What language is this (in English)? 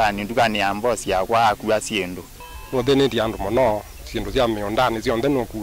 Kamba